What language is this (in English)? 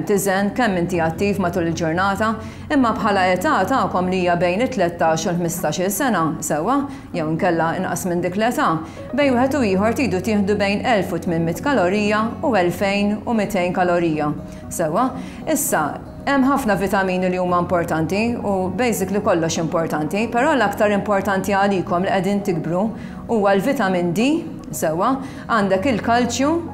Maltese